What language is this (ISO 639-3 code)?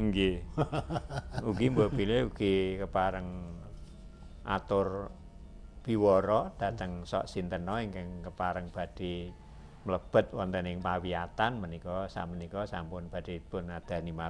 jav